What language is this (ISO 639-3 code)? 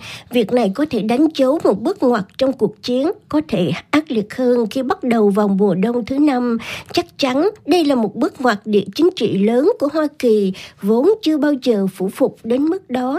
vie